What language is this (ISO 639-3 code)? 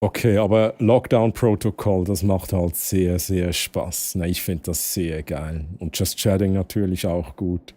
gsw